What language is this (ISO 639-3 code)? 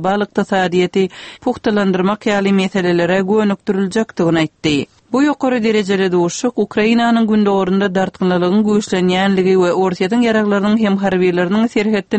tuk